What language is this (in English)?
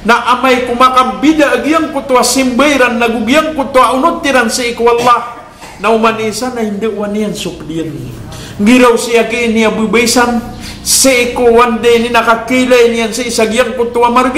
Maranao